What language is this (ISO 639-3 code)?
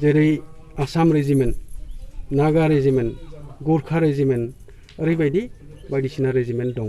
brx